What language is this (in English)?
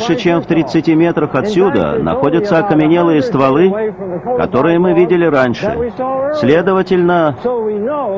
Russian